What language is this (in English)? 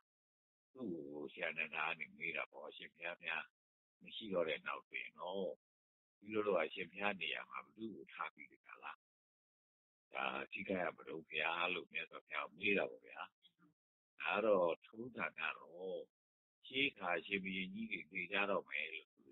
Burmese